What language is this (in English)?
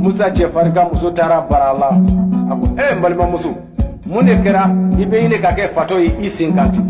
Bambara